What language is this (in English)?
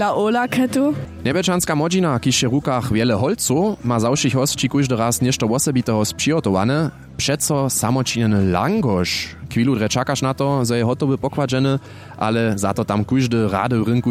Upper Sorbian